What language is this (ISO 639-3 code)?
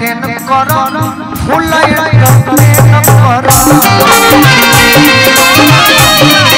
bho